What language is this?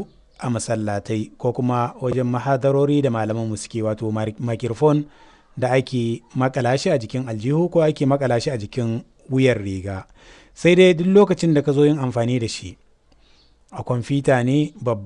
Hausa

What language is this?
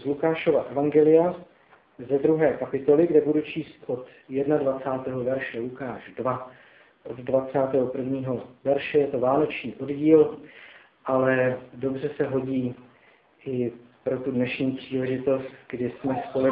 Czech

